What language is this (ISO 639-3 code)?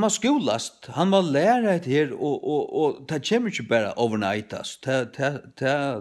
fao